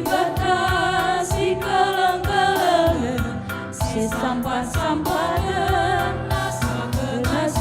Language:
Batak Karo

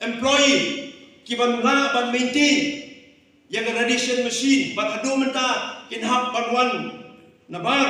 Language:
Khasi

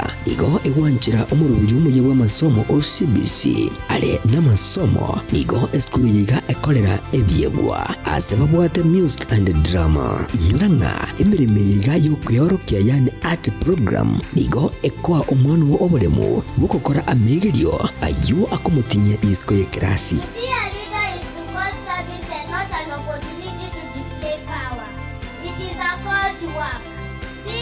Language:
Gusii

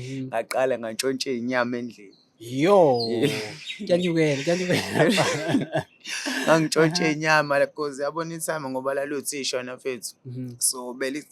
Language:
Zulu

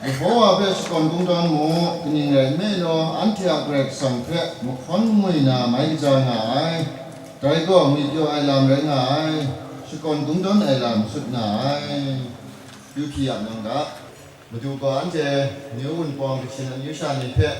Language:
Kachin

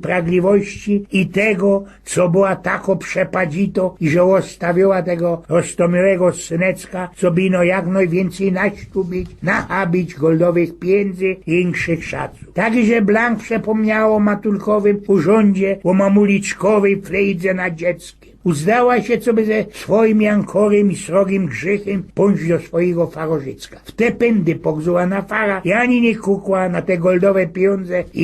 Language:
Silesian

